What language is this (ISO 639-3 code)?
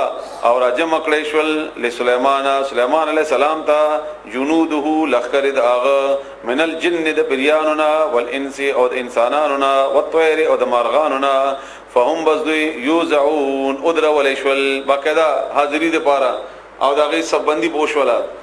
pus